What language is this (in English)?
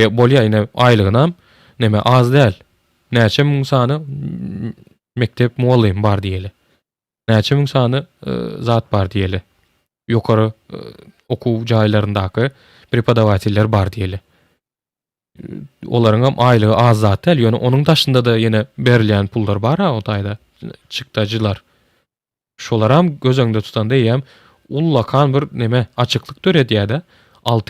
Turkmen